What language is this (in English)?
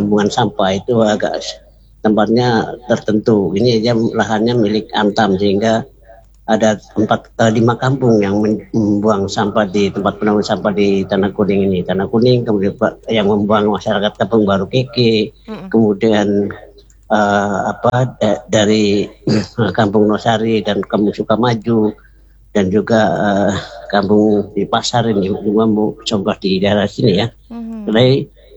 Indonesian